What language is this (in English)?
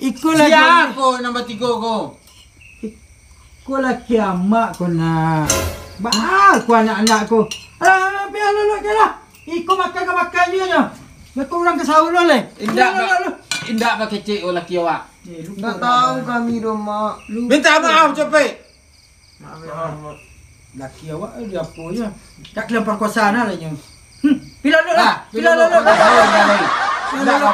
Minangkabau